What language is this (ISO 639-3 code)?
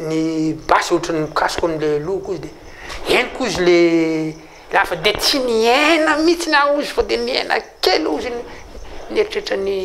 mlg